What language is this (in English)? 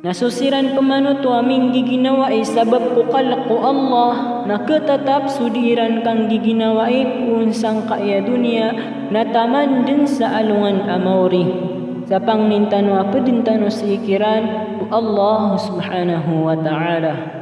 Maranao